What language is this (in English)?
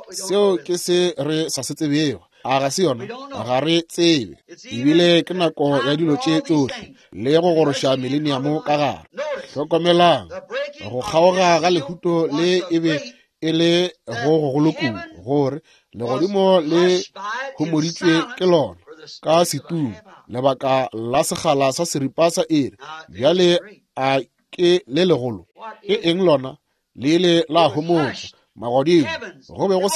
Northern Sotho